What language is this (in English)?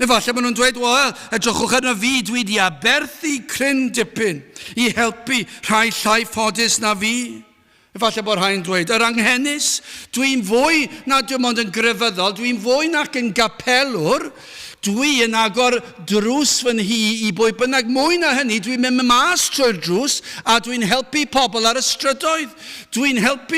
Welsh